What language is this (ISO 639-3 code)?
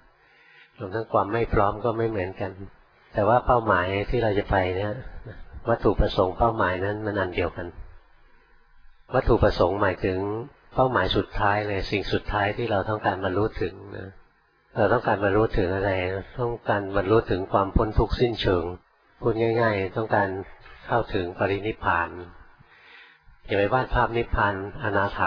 tha